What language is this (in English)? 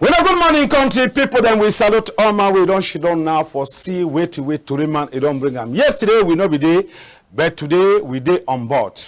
Cameroon Pidgin